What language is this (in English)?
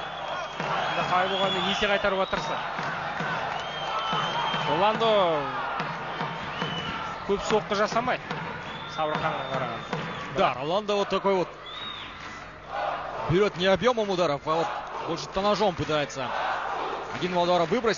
Kazakh